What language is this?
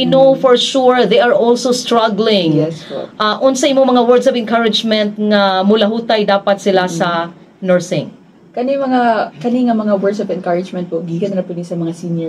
Cebuano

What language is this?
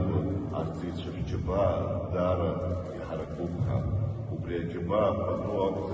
Abkhazian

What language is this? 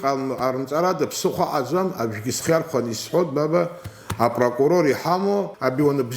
Abkhazian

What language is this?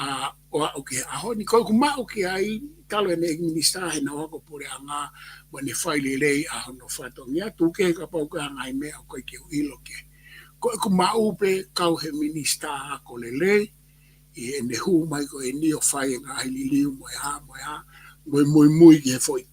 Tongan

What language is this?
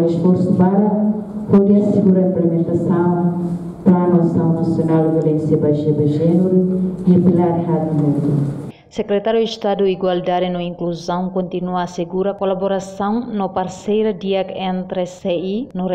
Tetum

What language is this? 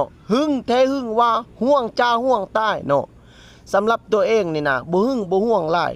Lao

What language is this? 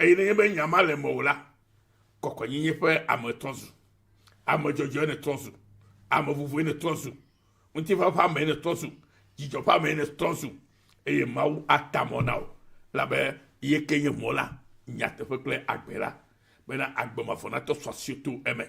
Ewe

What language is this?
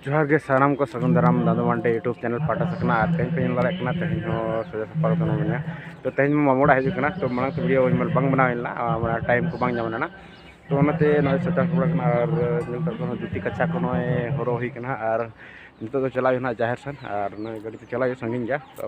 Santali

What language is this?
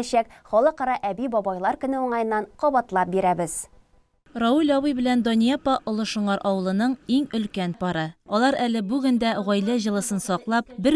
Tatar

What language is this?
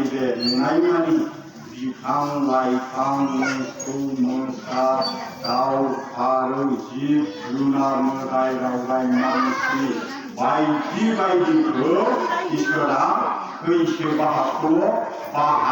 Bodo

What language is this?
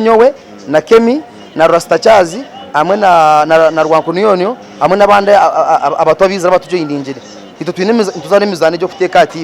Nyankole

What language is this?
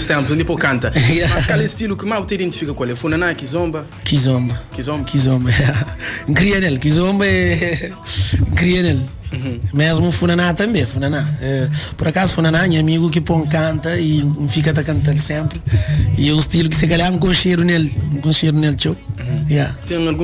Kabuverdianu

